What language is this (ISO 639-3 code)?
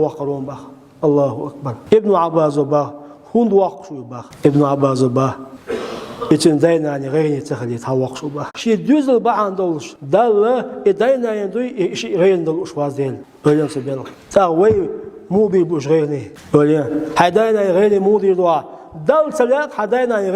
che